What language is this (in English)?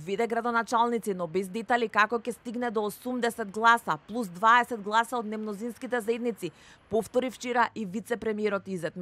Macedonian